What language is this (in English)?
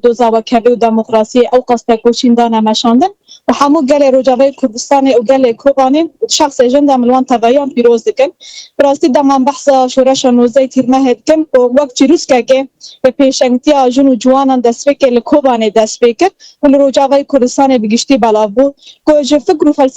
Kurdish